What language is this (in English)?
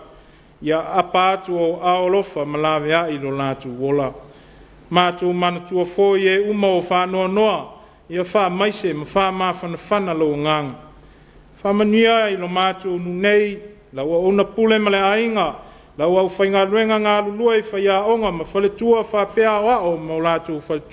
Samoan